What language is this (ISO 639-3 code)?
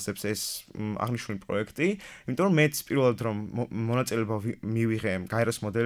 kat